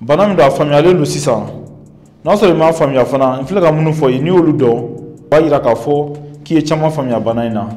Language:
Bambara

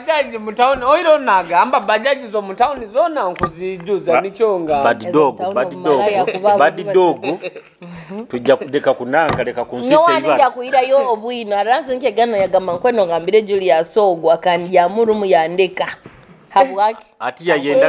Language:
Nyoro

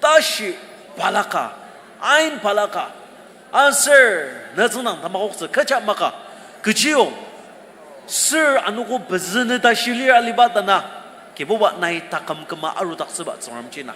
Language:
Ao Naga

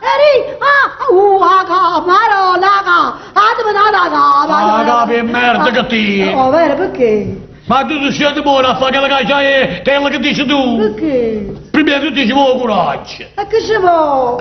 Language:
Neapolitan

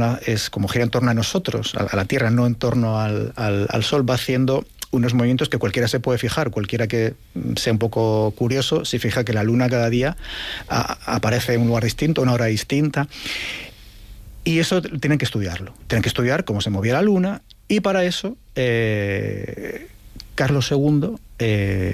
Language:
Spanish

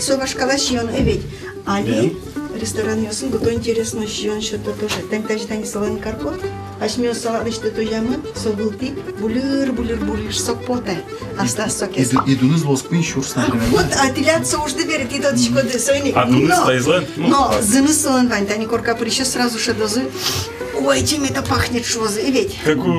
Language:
Udmurt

